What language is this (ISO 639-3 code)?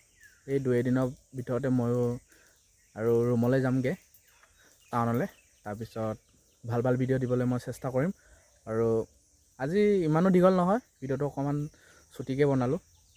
asm